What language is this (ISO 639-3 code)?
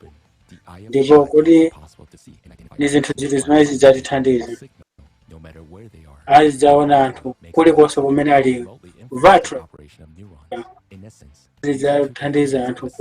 nya